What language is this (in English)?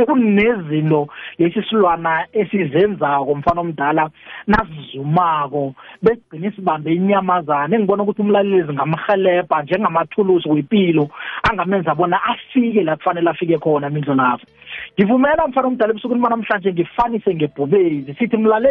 South Ndebele